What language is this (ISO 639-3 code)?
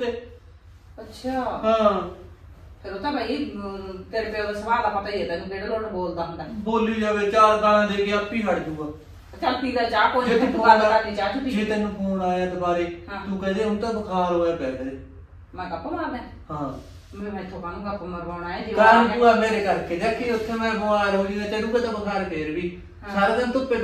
pan